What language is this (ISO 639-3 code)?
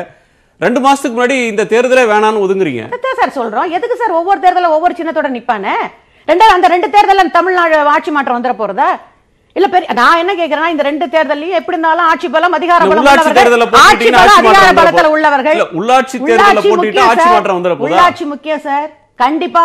tam